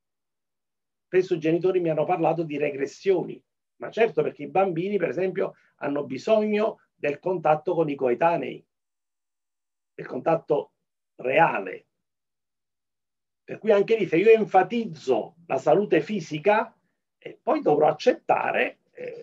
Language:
Italian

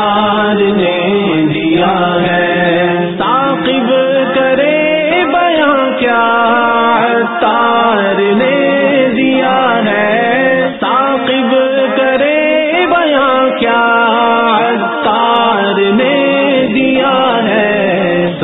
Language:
Urdu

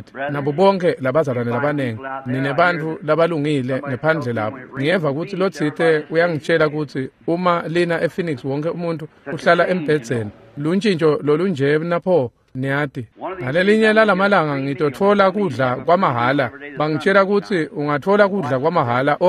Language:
Swati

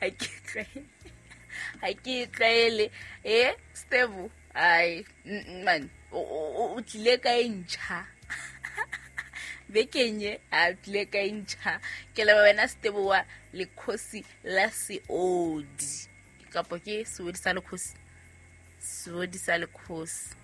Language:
Southern Sotho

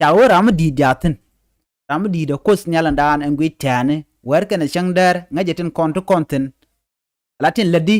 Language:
Nuer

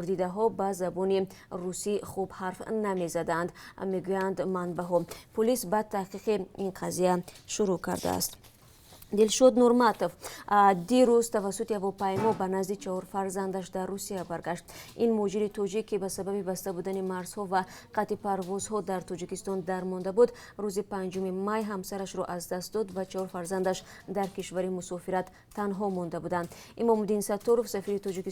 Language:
Tajik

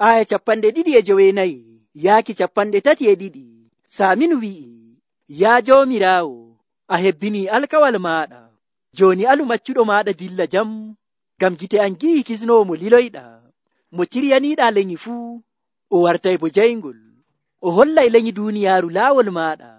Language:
Nigerian Fulfulde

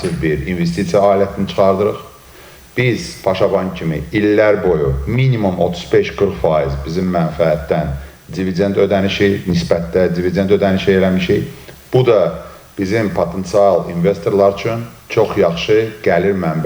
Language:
Azerbaijani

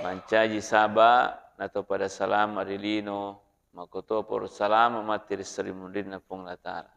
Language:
Buginese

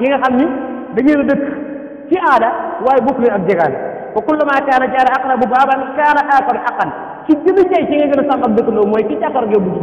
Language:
Wolof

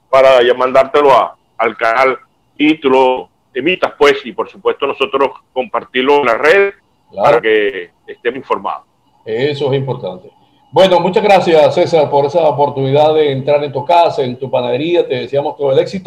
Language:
Spanish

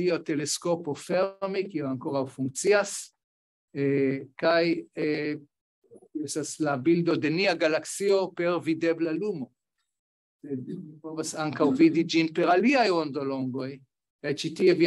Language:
Esperanto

